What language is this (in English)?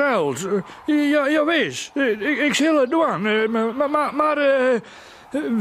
Western Frisian